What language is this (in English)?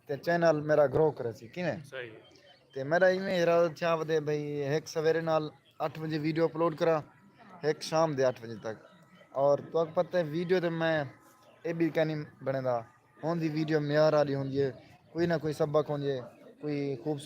Saraiki